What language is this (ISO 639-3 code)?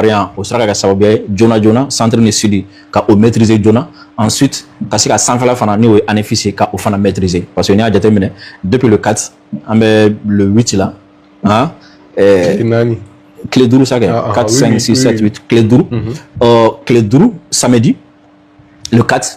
bam